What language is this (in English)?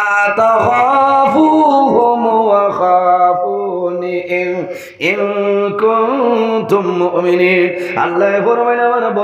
Sylheti